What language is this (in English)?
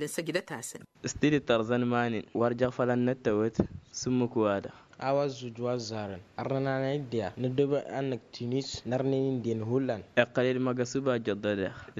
Tamasheq